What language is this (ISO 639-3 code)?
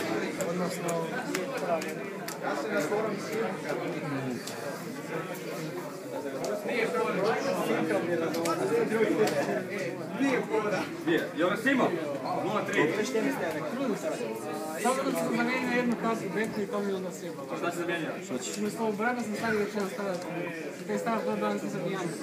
hrv